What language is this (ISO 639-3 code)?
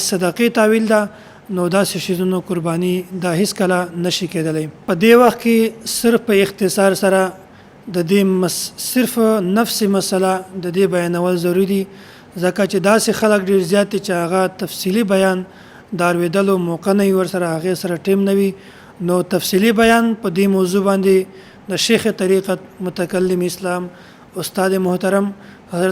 pus